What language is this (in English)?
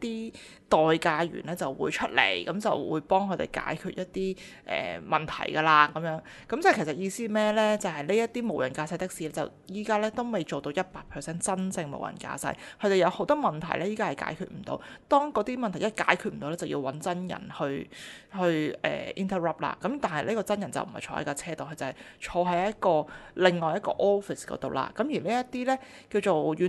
Cantonese